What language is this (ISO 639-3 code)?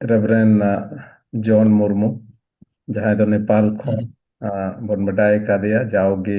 sat